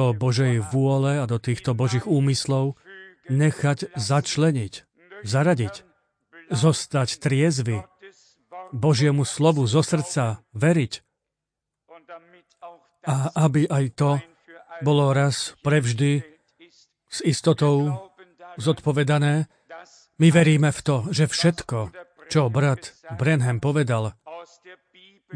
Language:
Slovak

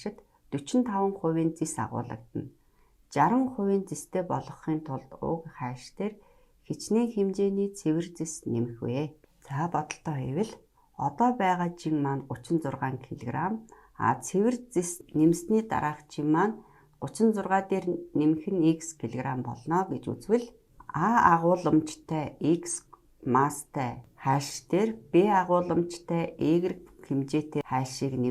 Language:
Mongolian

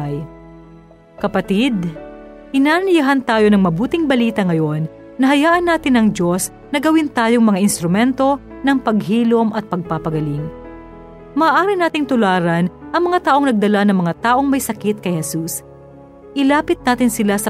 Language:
Filipino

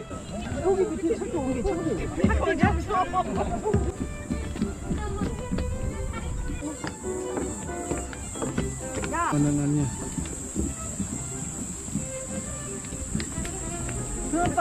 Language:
Indonesian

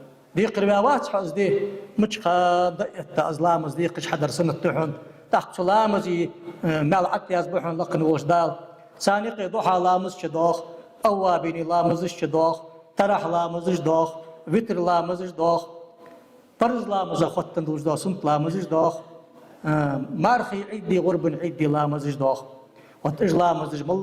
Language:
Ingush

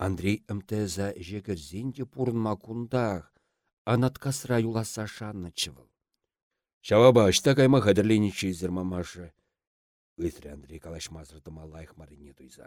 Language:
Chuvash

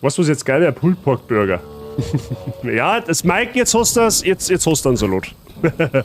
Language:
Bavarian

